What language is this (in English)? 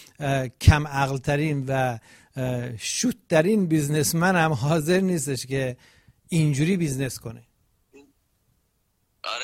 Persian